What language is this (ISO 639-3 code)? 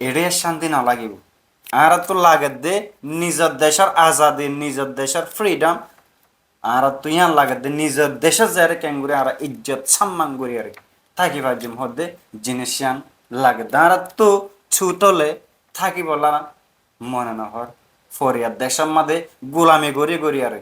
rhg